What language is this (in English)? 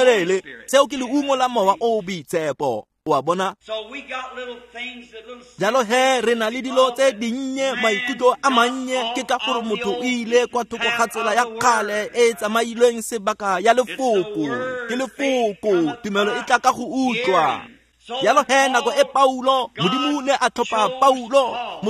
Tswana